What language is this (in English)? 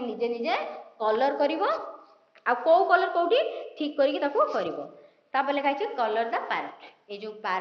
Odia